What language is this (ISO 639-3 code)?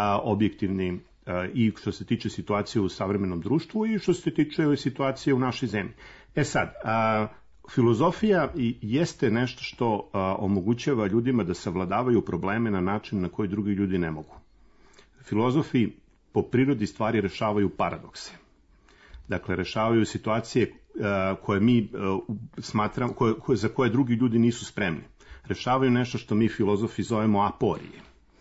srp